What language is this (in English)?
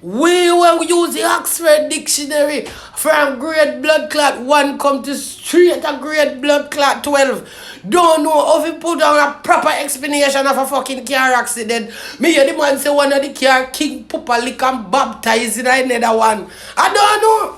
Jamaican Creole English